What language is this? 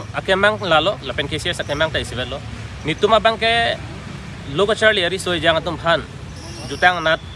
Karbi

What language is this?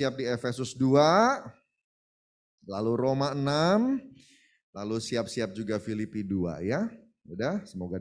Indonesian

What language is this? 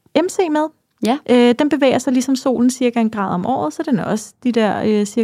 Danish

